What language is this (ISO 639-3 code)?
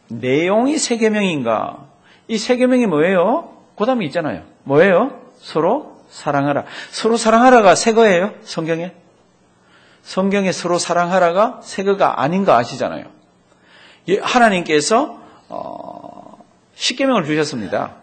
kor